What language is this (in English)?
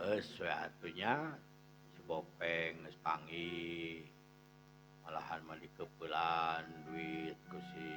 Sundanese